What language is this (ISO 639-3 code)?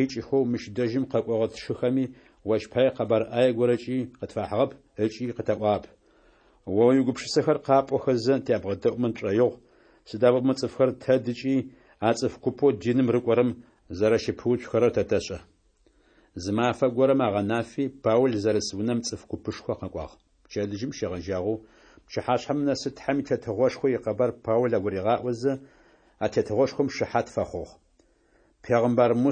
ady